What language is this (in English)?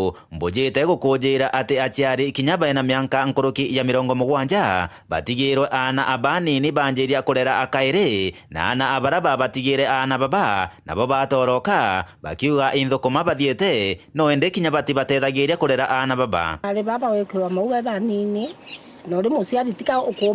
Meru